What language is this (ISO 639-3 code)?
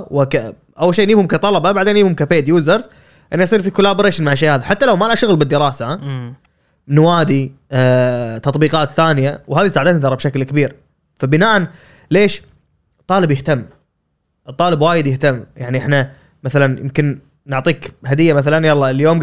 afb